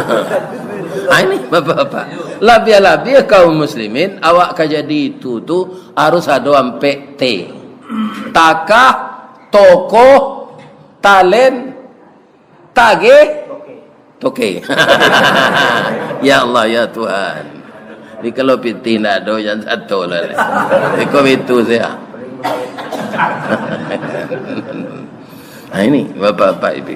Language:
Minangkabau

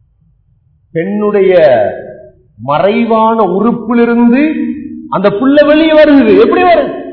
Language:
Tamil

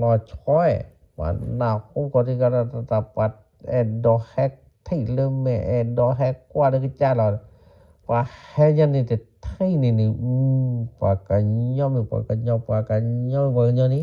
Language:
S'gaw Karen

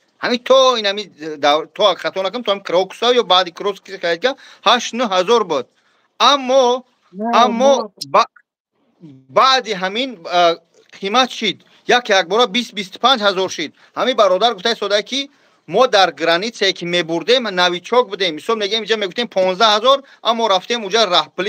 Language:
Tajik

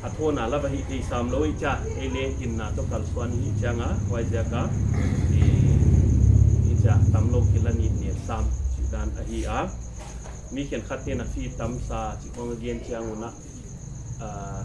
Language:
Paite Chin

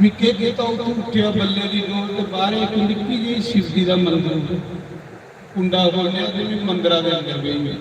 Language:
Dogri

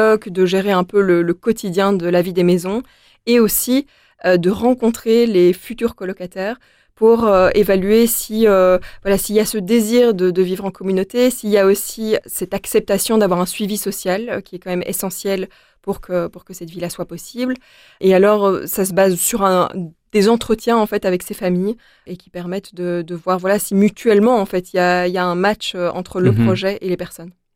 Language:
French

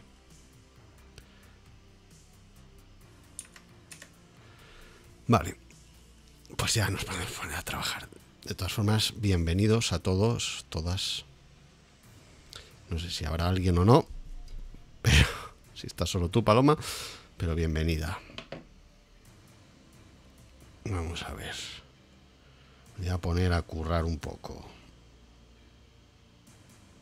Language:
Spanish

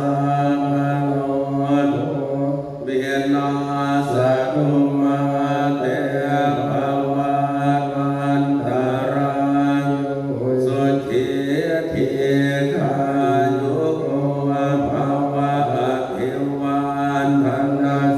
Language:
Pali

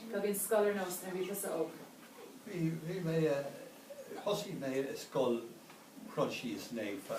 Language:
Irish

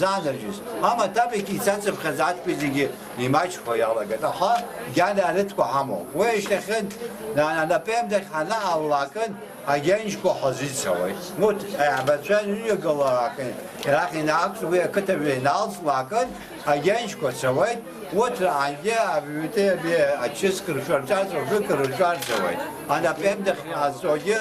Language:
Abkhazian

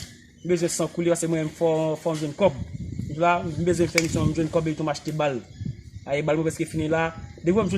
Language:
Haitian Creole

